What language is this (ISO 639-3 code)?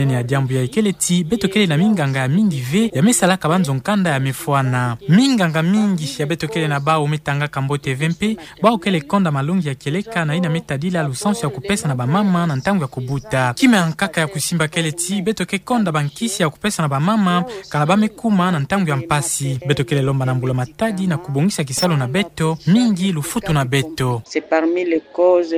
ktu